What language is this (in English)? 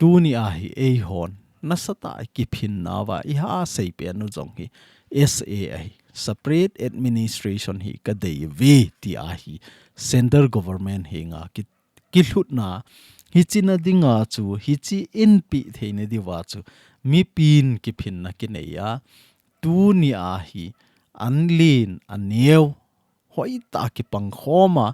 Thado Chin